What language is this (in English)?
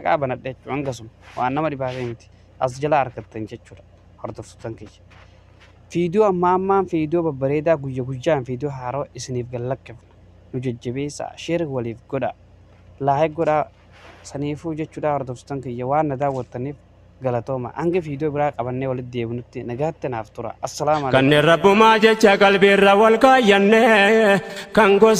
Oromo